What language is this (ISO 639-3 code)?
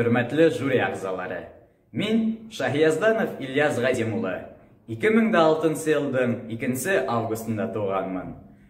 bak